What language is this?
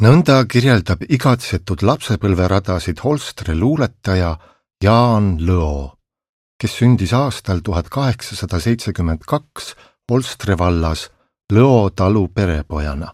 Estonian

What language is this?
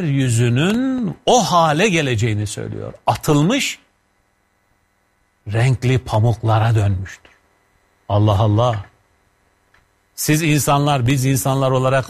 Turkish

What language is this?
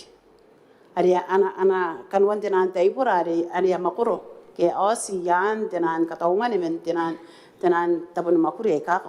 Gilbertese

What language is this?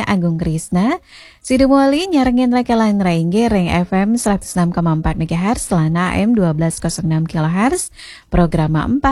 Balinese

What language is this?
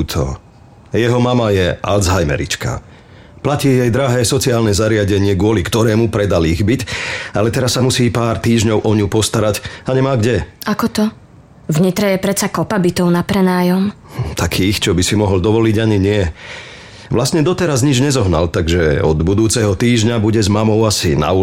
Slovak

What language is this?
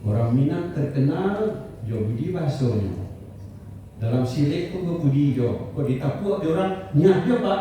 Minangkabau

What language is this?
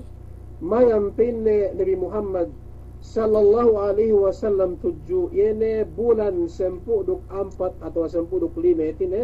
Yakan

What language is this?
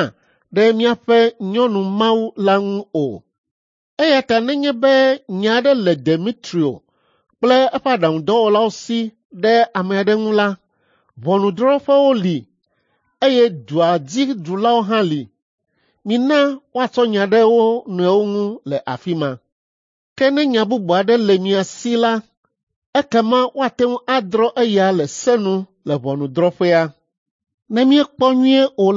Ewe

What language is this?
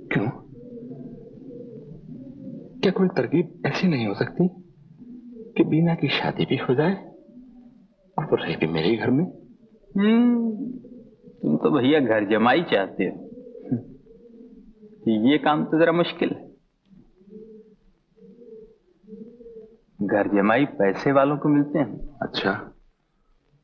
Hindi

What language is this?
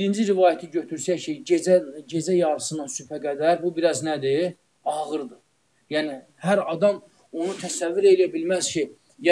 Azerbaijani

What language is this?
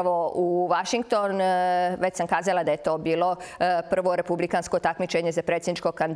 Serbian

